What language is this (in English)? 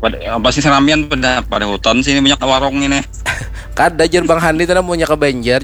Banjar